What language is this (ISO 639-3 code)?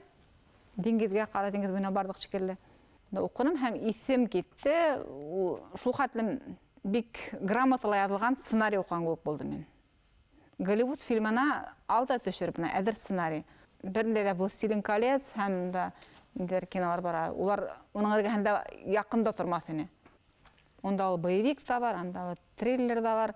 bak